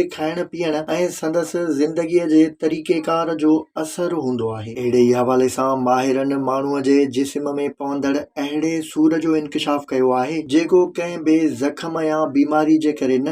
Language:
Sindhi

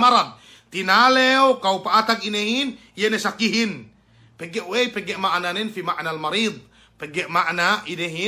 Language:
Yakan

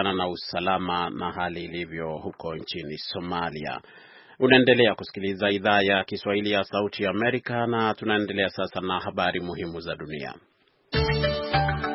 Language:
Swahili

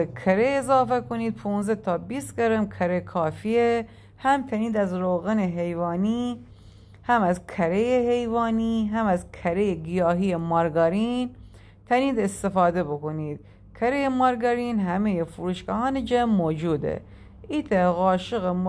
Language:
Gilaki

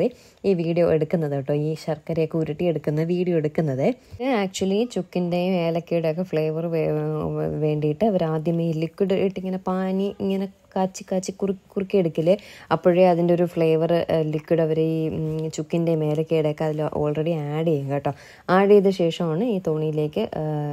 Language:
Malayalam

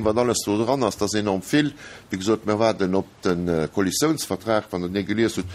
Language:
Luxembourgish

